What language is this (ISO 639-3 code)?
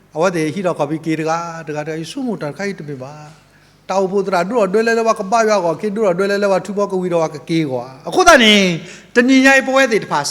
ksw